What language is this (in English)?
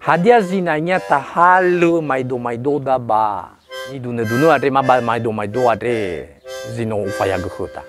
Nias